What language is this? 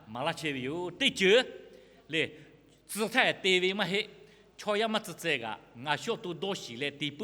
Lahu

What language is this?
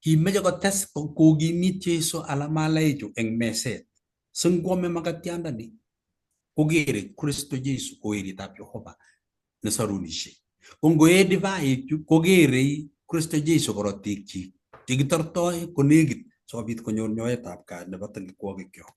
Kalenjin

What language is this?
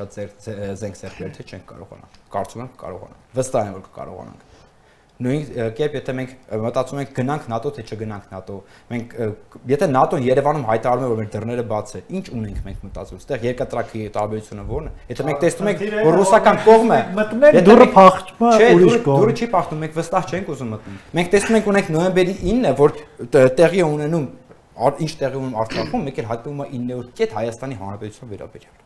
Armenian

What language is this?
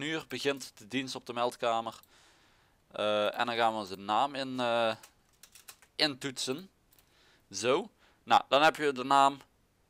Dutch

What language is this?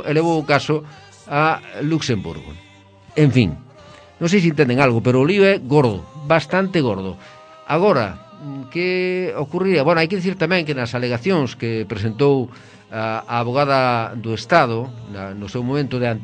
Galician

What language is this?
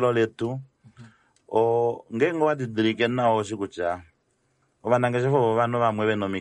Kuanyama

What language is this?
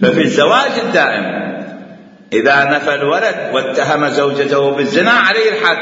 Mesopotamian Arabic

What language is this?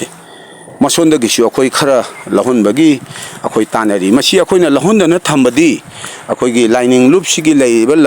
Manipuri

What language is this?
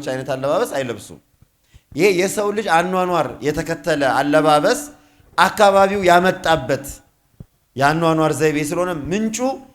Amharic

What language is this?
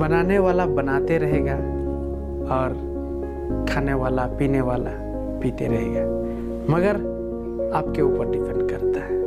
Santali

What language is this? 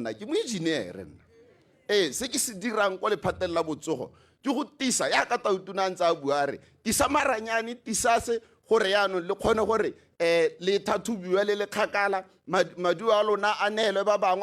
Tswana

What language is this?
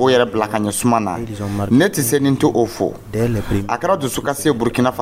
Dyula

